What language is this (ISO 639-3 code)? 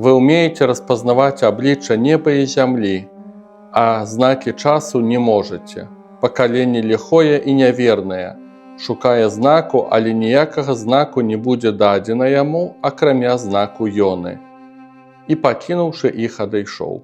bel